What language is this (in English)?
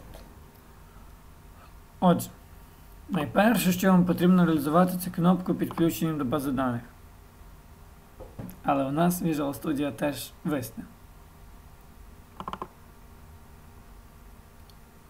Ukrainian